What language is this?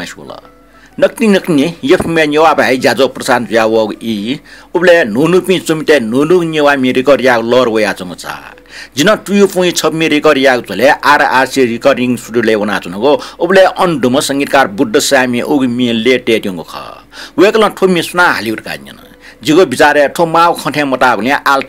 Newari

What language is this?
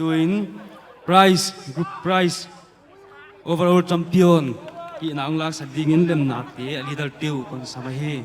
Paite Chin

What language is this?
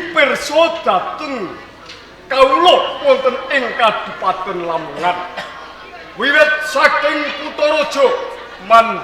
Javanese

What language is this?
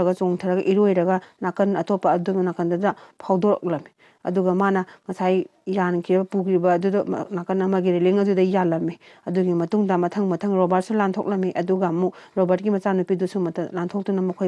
Manipuri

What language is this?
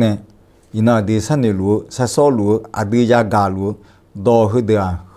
Akha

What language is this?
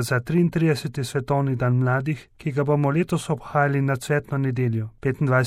Slovenian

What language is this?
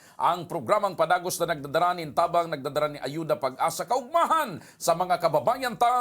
Bikol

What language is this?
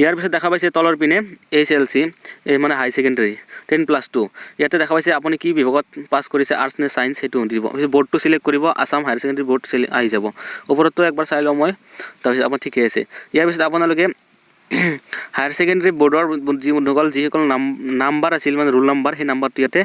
Assamese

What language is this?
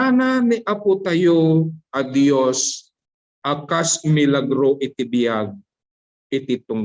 Iloko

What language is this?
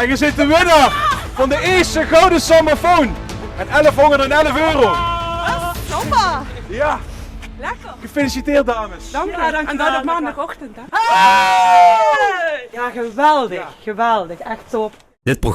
Limburgish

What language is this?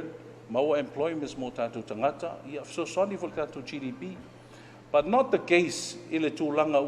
Samoan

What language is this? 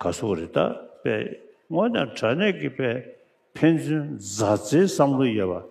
Tibetan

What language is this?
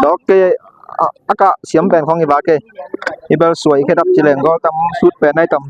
Tedim Chin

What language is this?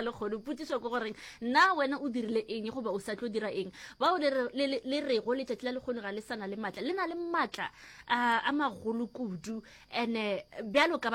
Northern Sotho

